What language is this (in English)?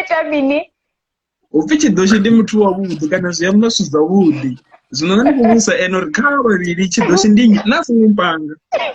Venda